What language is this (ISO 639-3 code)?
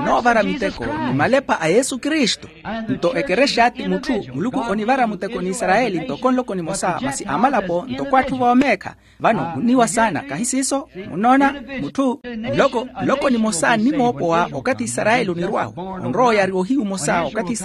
vmw